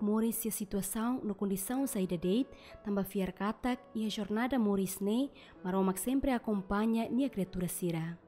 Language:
Tetum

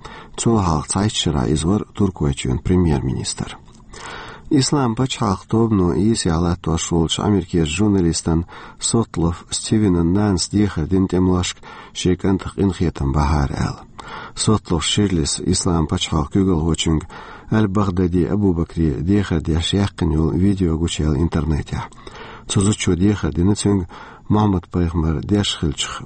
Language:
Chechen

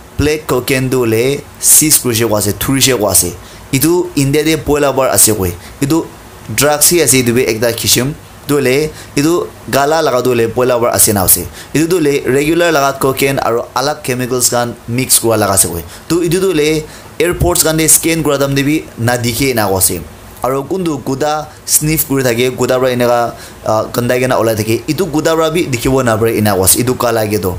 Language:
Naga Pidgin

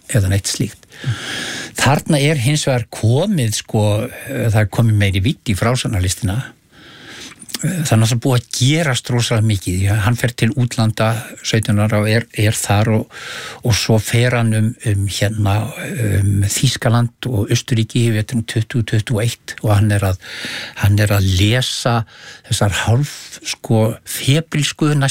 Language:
Icelandic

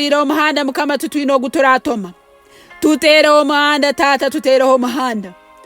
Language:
Nyankole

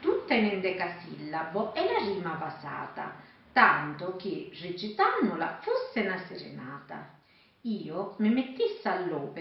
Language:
Sicilian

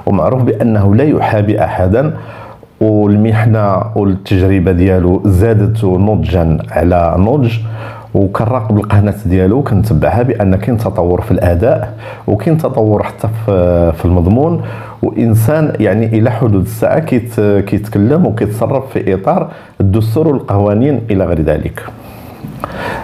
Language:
Moroccan Arabic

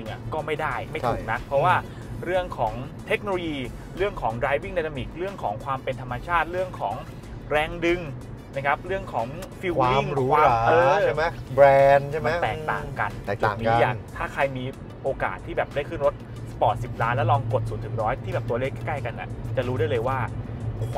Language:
Thai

